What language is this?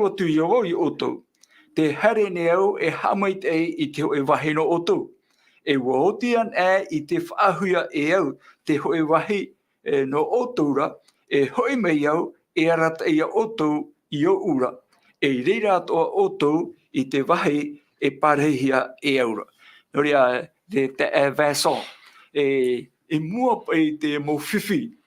Tahitian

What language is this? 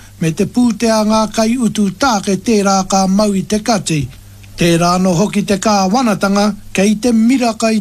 Māori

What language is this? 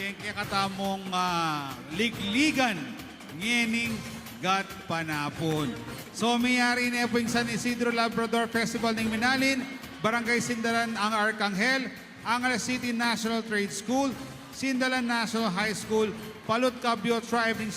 Pampanga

